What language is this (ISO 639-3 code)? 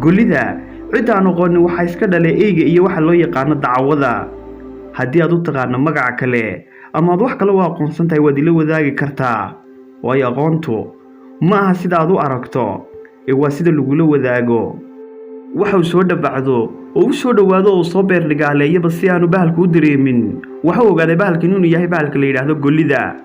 som